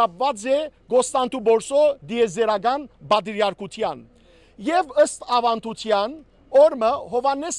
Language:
Western Armenian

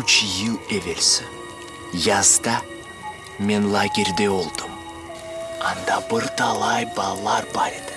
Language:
Crimean Tatar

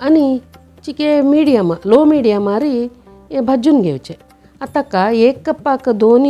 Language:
Konkani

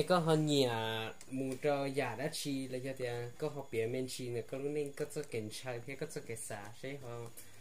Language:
Hmong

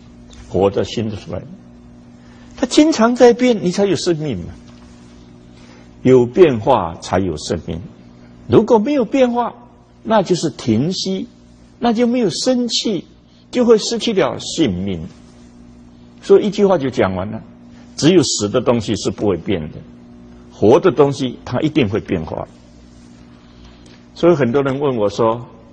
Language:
Chinese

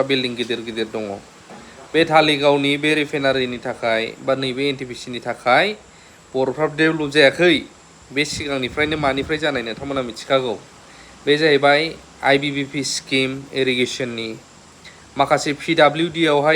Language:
Bodo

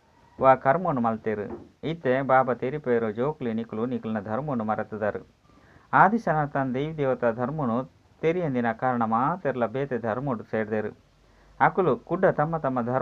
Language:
Tulu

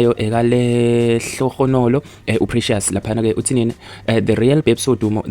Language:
Zulu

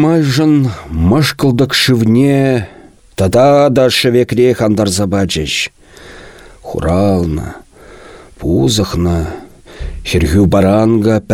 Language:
Chuvash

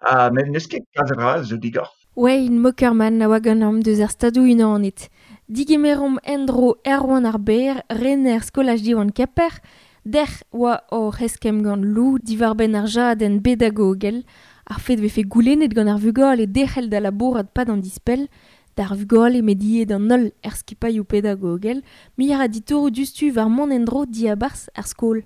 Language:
Breton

